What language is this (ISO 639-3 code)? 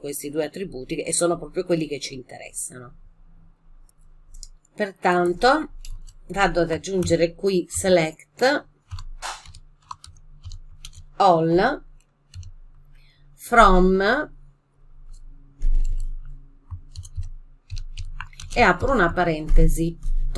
ita